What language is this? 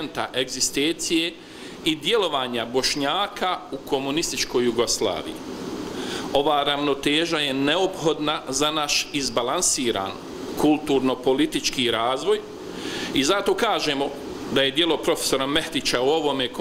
Bosnian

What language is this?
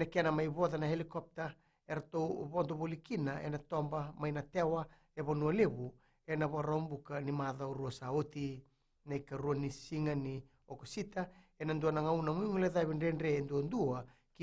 Fijian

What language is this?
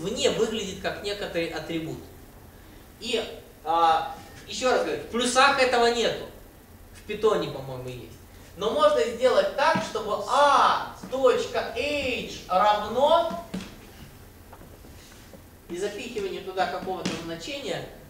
Russian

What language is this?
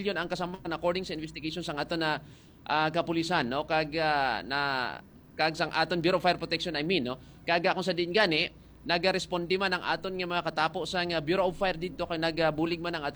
Hiligaynon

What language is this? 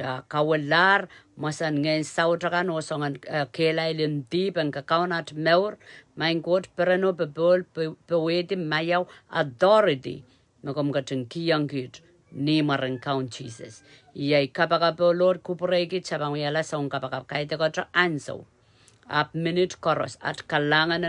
Pohnpeian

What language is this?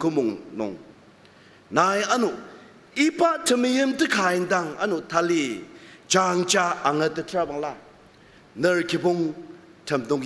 Ao Naga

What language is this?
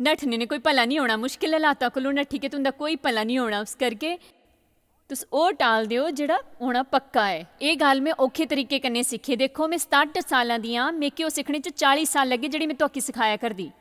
Dogri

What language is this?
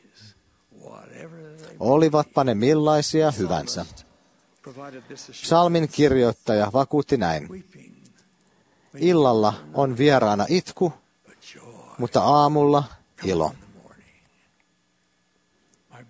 Finnish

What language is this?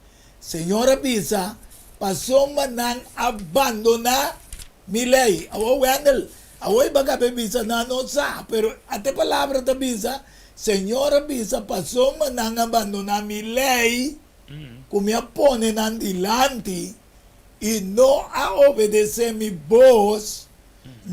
Papiamento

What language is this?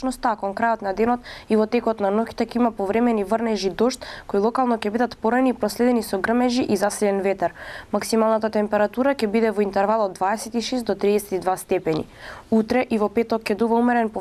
Macedonian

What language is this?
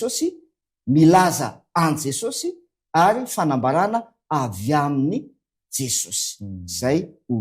Malagasy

